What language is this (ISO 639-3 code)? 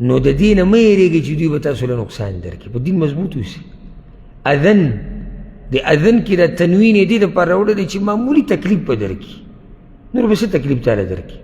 pus